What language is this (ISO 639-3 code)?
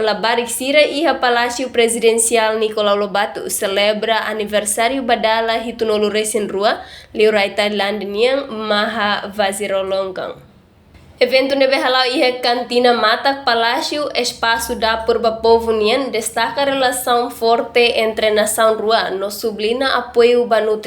tet